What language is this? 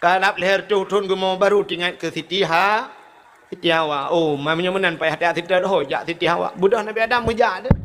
Achinese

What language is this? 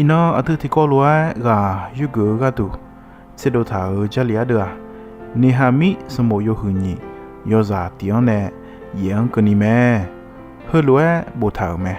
Akha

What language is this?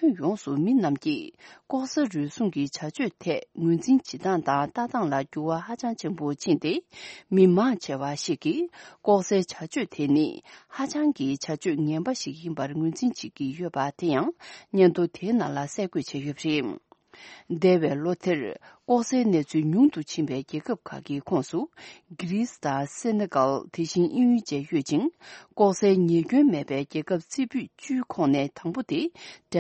Tibetan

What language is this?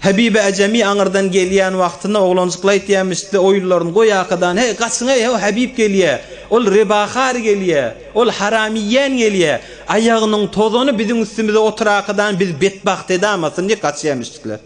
Turkmen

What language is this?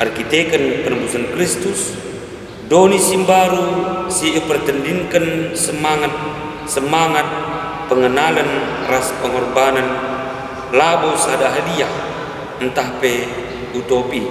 Batak Karo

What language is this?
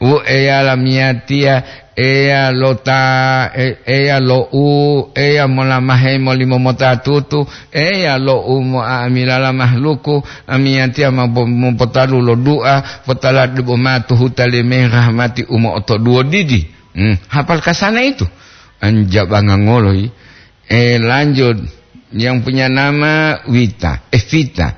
Gorontalo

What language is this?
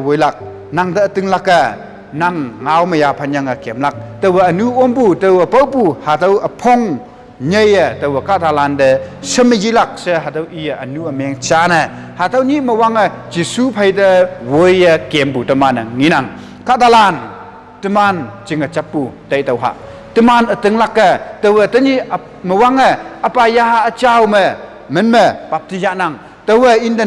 Konyak Naga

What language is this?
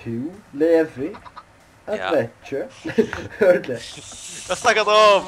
Faroese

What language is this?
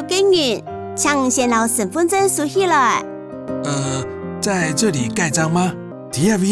Hakka Chinese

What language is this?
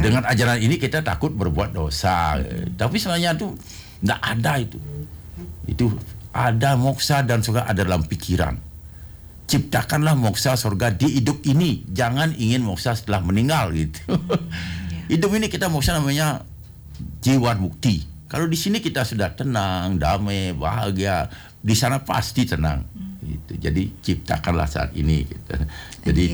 Indonesian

